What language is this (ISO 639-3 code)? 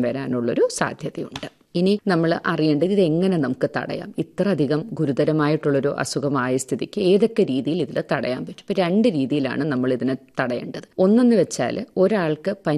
mal